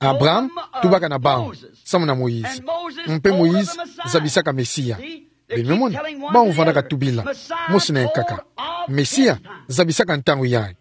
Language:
Kituba (Democratic Republic of Congo)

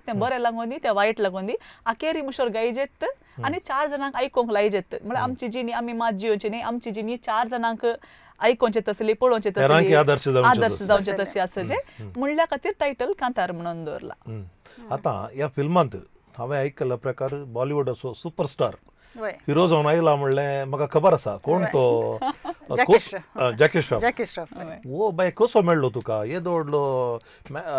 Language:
Konkani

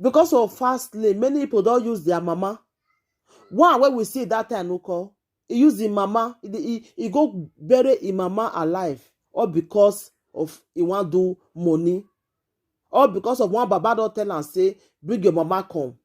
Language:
Nigerian Pidgin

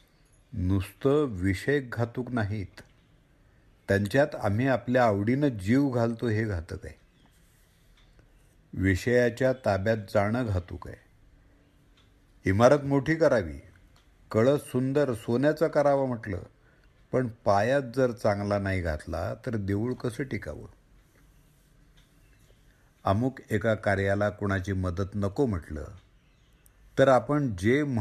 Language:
Marathi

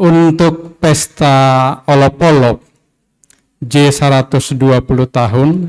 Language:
Batak Simalungun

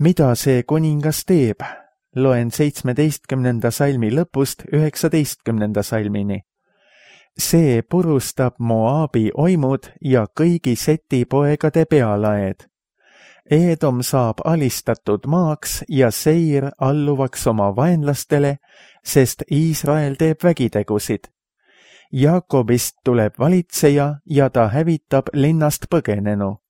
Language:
Estonian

